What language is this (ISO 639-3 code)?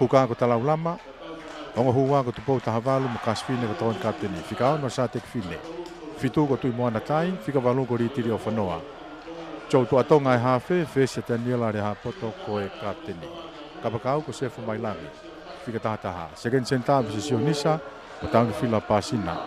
ton